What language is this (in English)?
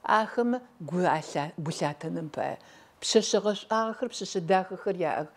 Adyghe